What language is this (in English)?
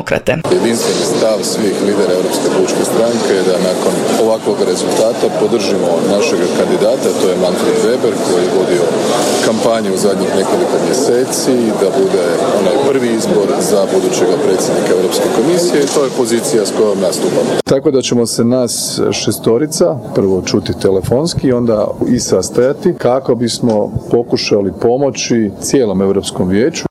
Croatian